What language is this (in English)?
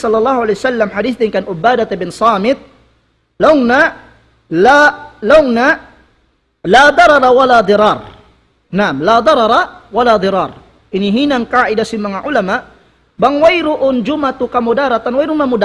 Tausug